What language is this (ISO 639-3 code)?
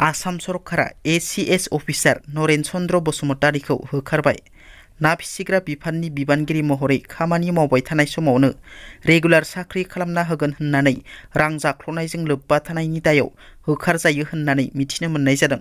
brx